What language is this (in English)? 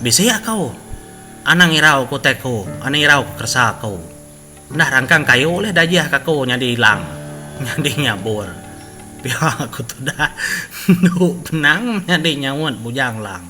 Iban